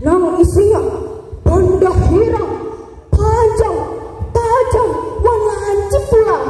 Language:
Banjar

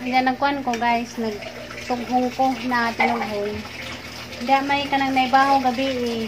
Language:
Cebuano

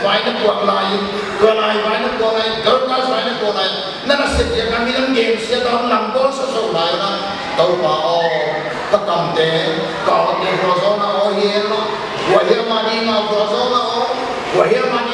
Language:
Paite Chin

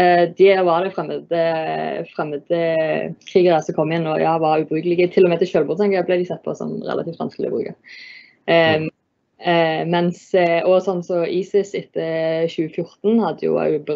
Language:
Norwegian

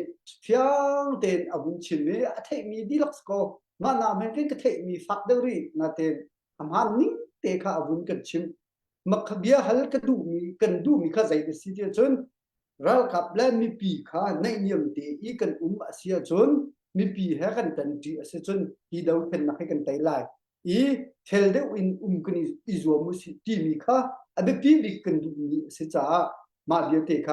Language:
Hakha Chin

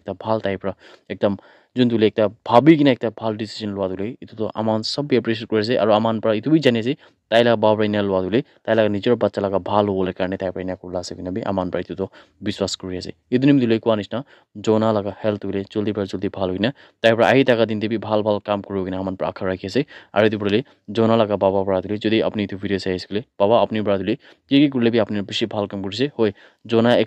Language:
Naga Pidgin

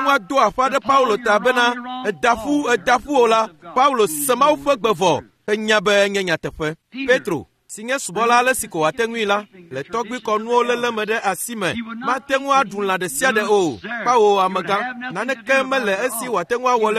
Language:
Ewe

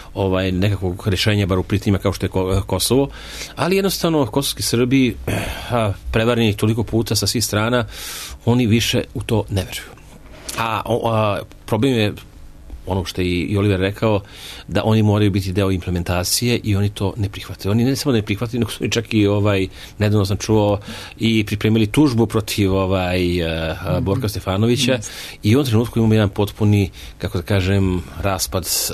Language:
Serbian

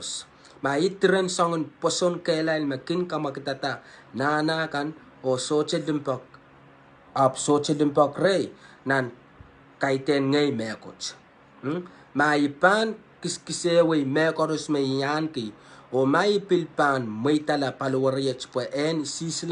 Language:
Pohnpeian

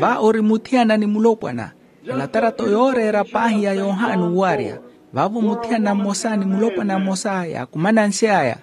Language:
Makhuwa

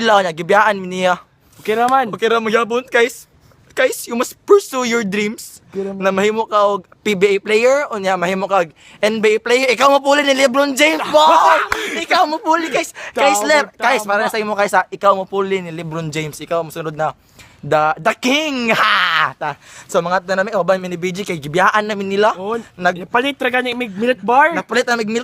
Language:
Cebuano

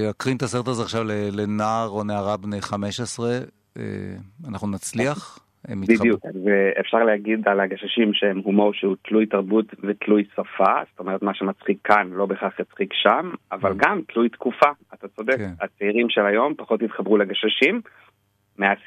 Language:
Hebrew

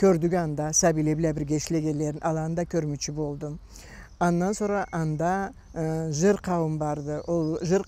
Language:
Karachay-Balkar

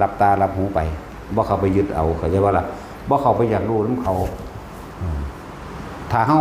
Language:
Northeastern Thai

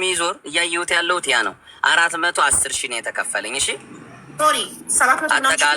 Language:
Amharic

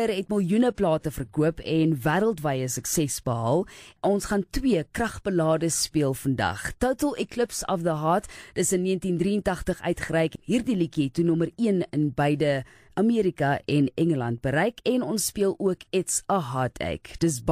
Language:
Afrikaans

